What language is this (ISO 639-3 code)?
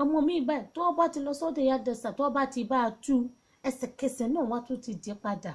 yor